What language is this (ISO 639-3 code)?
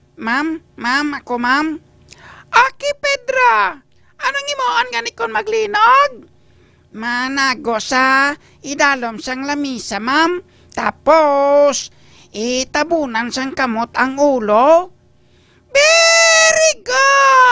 hil